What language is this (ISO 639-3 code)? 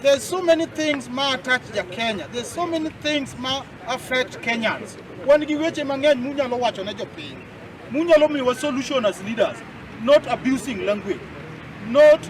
luo